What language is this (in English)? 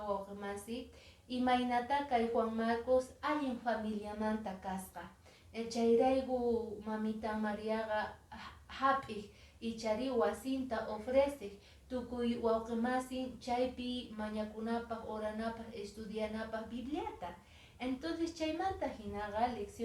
Quechua